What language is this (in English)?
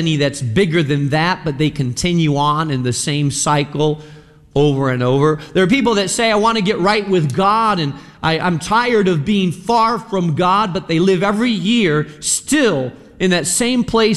English